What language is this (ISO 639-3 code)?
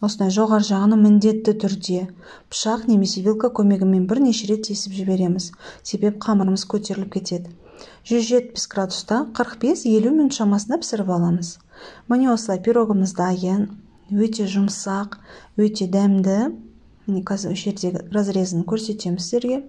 kaz